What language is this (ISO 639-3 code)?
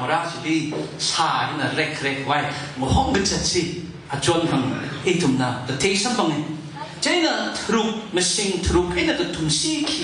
nmf